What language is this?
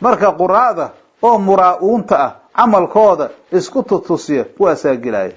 Somali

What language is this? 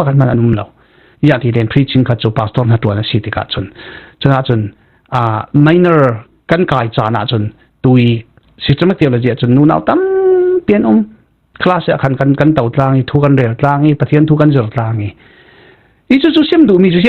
Falam Chin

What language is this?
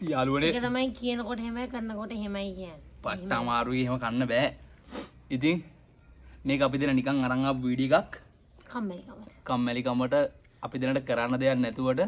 Sinhala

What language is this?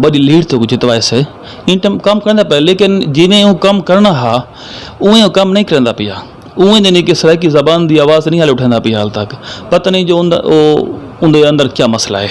Saraiki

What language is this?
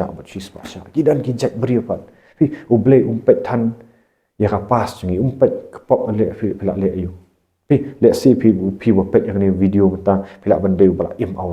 Khasi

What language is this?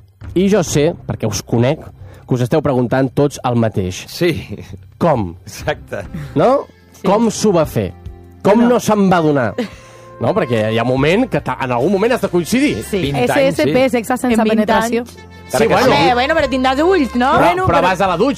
Catalan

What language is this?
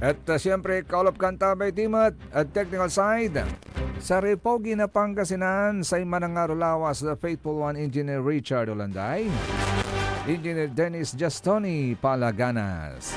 Pangasinan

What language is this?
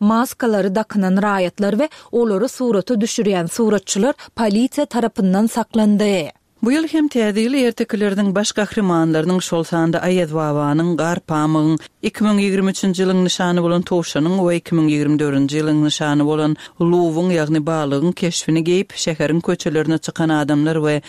Turkmen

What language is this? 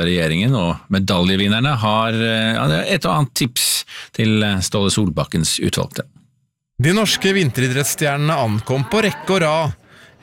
Norwegian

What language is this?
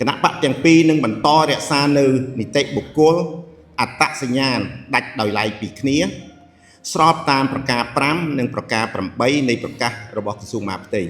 Khmer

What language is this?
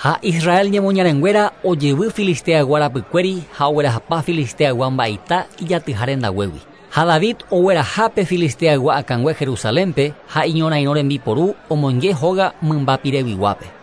Guarani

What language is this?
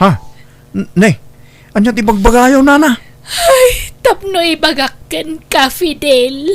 Iloko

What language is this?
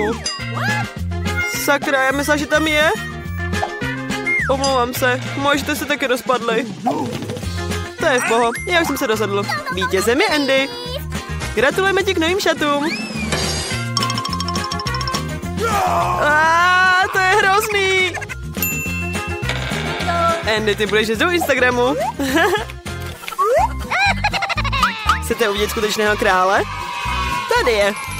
Czech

